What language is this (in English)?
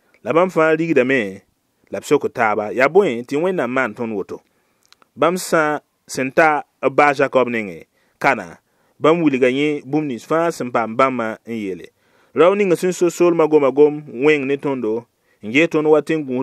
Mossi